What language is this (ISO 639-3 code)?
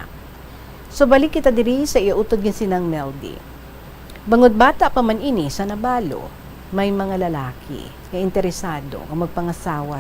hil